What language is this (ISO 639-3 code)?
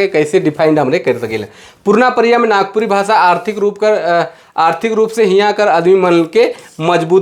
sck